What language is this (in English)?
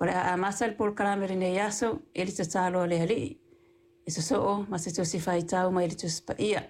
Samoan